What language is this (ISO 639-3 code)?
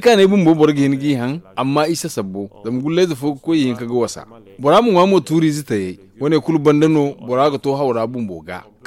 dje